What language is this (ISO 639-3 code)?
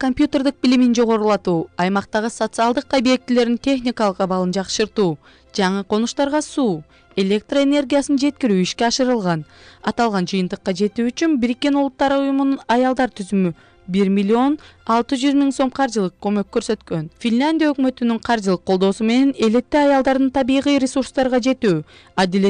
kir